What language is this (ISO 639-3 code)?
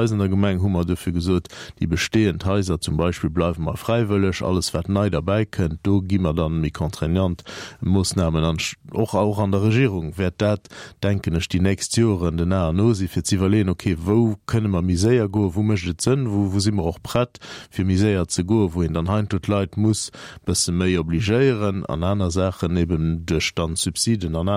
ltz